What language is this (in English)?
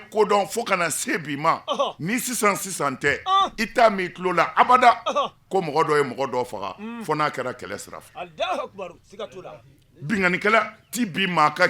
Bambara